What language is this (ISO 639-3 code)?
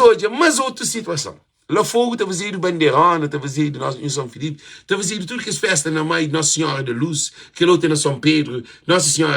kea